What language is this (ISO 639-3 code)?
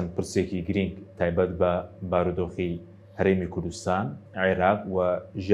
ckb